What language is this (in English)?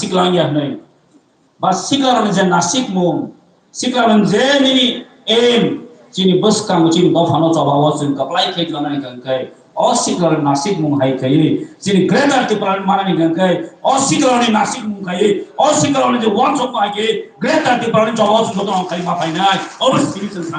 Kok Borok